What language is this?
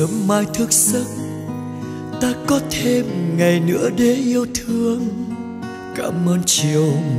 Vietnamese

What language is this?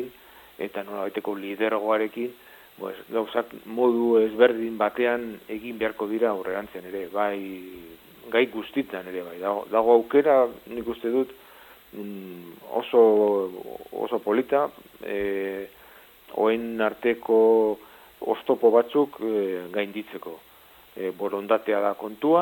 Basque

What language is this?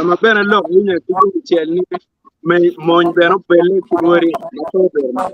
Acoli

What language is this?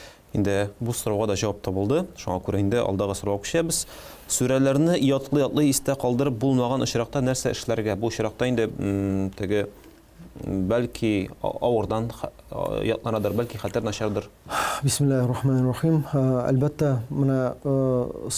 Tatar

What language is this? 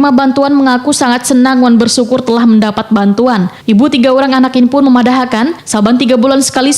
Banjar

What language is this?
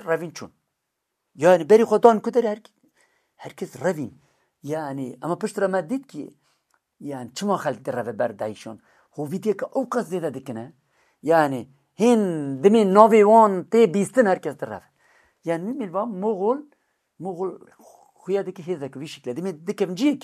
Kurdish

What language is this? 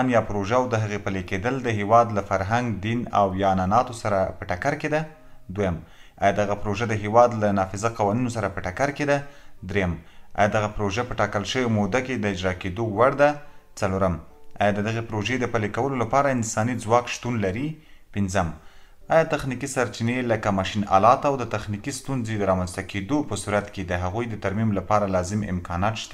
Pashto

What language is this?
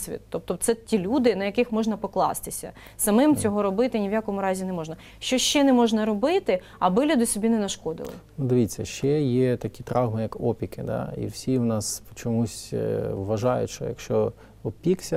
Ukrainian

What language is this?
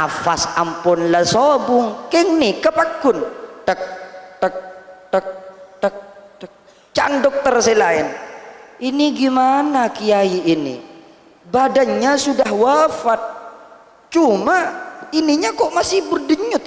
Madurese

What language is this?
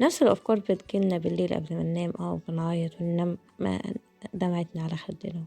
Egyptian Arabic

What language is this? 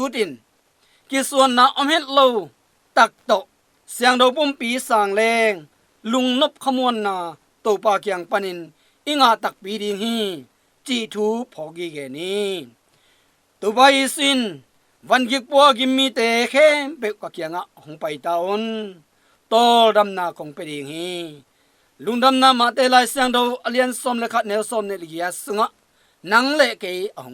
Tedim Chin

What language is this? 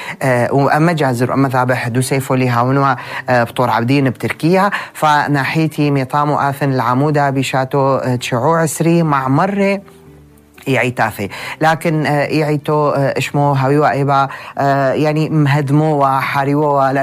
North Levantine Arabic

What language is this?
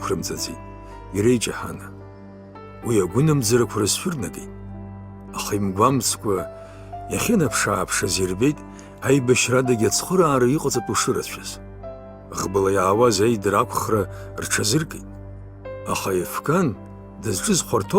Abkhazian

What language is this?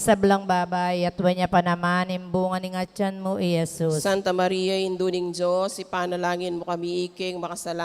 Pampanga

